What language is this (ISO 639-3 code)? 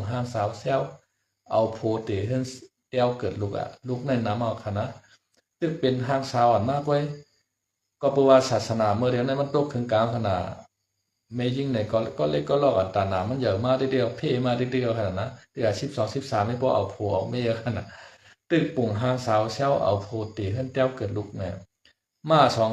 shn